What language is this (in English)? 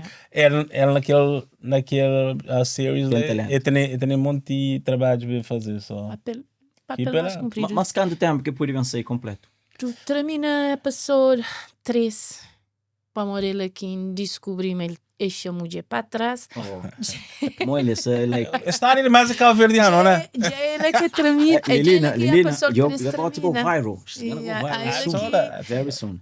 Kabuverdianu